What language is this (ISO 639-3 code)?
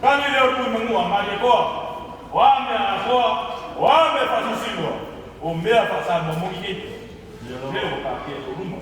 smo